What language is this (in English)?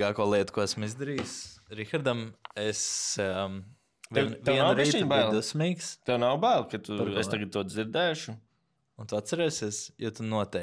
Latvian